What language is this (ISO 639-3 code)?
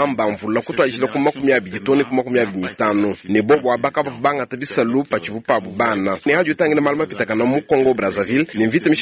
lua